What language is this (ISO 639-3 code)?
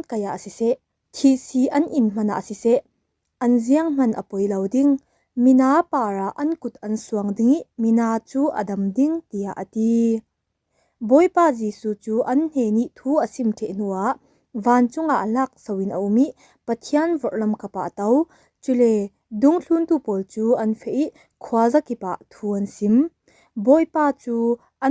cfm